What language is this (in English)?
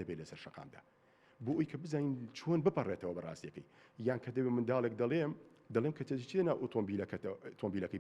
Central Kurdish